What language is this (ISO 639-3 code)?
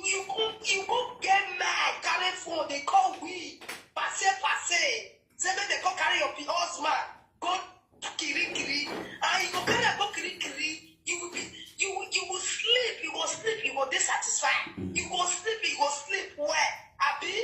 pcm